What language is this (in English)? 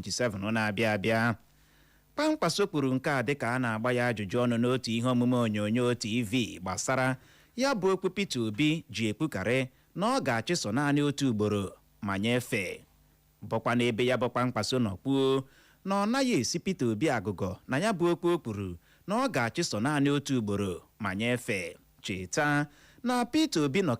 Igbo